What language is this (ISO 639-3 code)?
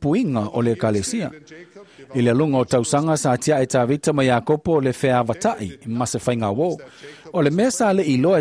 smo